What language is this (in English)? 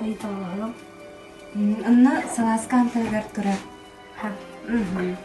Yakut